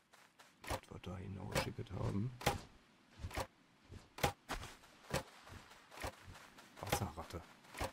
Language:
German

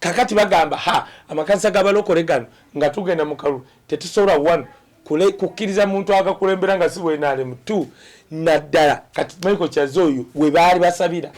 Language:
Ganda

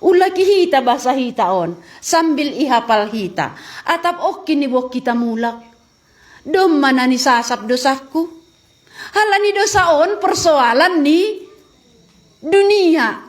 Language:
Batak Simalungun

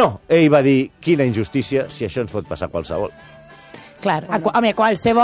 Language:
Catalan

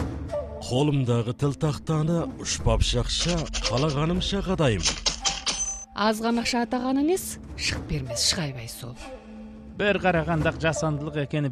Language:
Kazakh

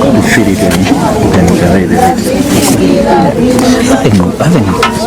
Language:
Nyanja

